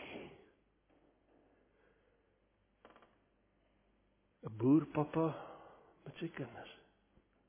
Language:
Afrikaans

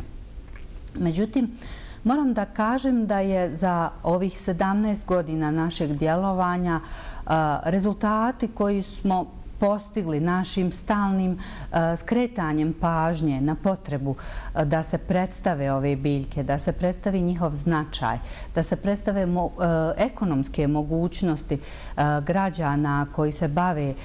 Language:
Bosnian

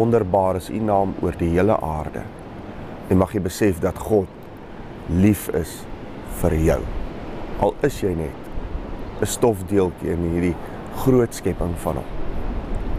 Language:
Afrikaans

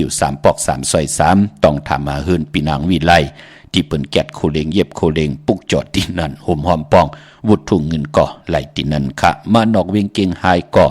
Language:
Shan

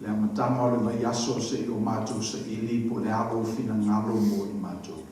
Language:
Samoan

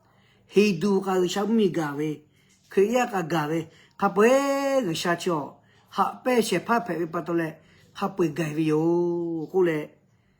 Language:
Lahu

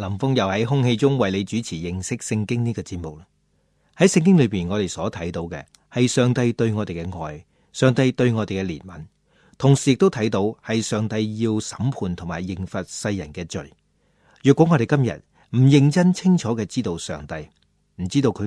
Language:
Cantonese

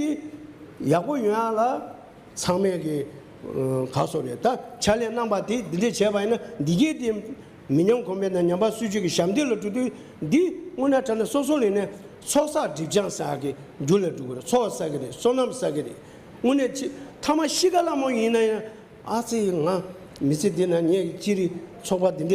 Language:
Tibetan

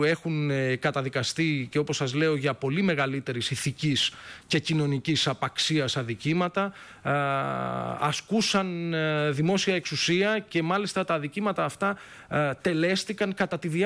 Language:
Greek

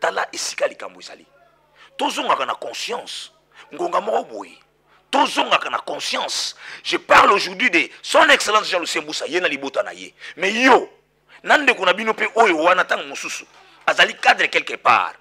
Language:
Lingala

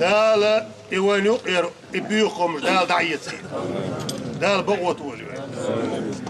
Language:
Chechen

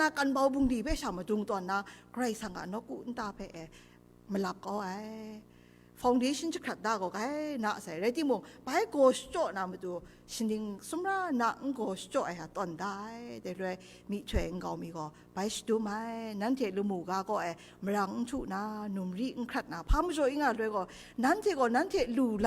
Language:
Kachin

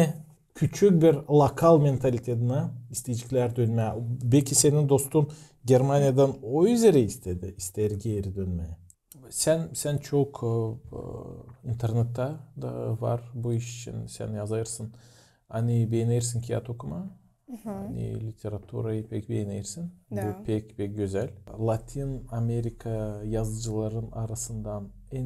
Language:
Gagauz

